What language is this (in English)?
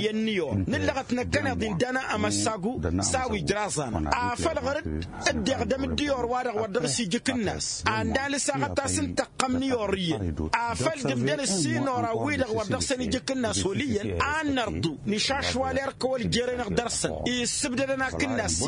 Tamasheq